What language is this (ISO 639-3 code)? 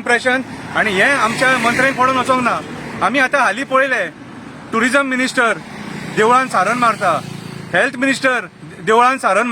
kok